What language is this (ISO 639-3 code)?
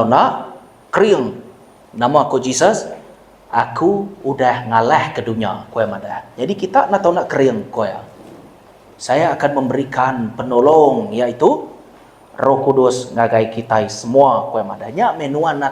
iba